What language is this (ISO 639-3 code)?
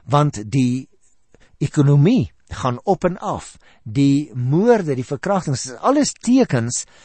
afr